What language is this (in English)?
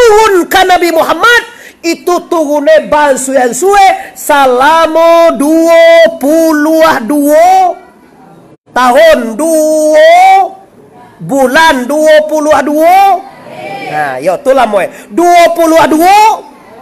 Minangkabau